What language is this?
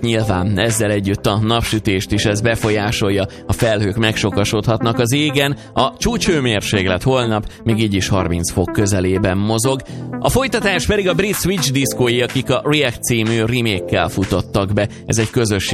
Hungarian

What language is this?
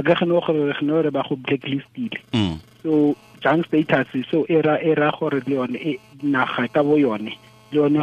Tswana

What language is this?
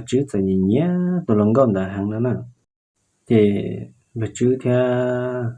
Hmong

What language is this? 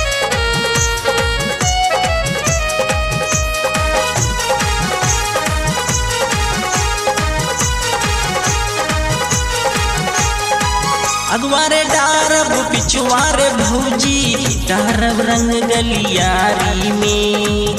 Bhojpuri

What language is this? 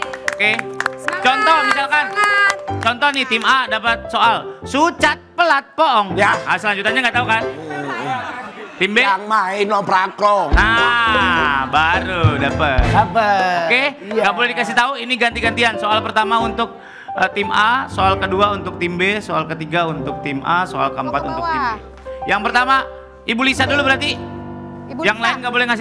Indonesian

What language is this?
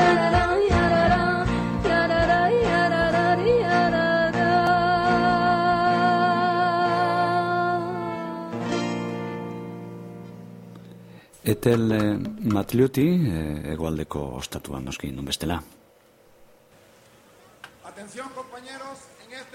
Basque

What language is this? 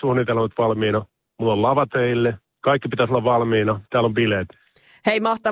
Finnish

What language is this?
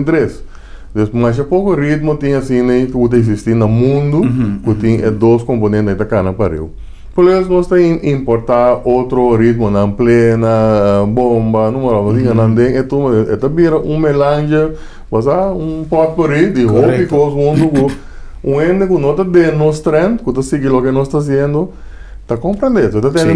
Papiamento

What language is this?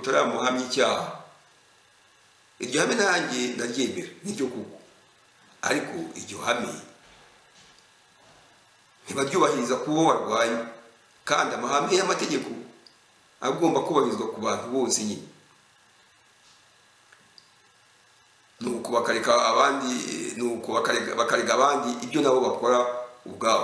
Kinyarwanda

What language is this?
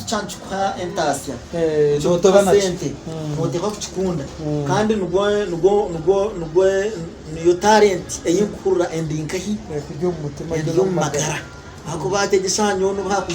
Nyankole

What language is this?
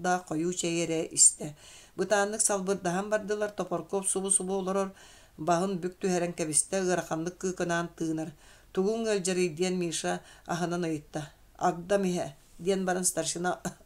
Yakut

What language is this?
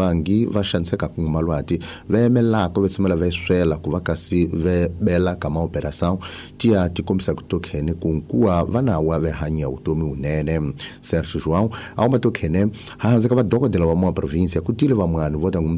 Tsonga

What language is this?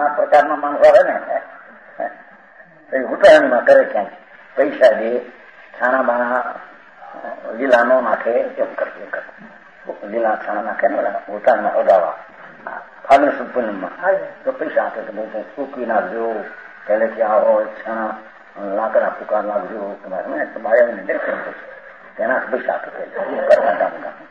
Gujarati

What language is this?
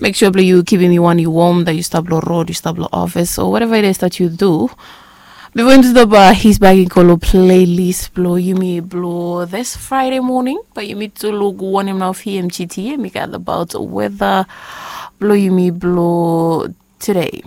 Bislama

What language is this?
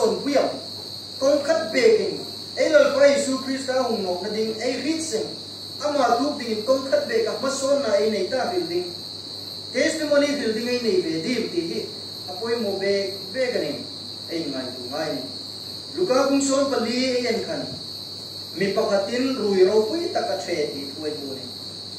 Hmar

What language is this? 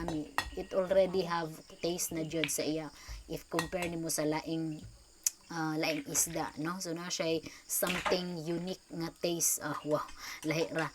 Cebuano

